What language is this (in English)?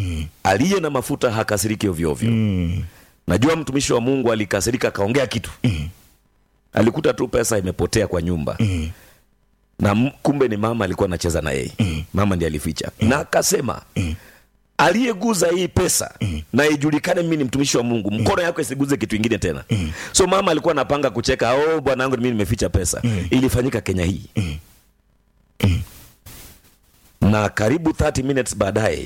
Swahili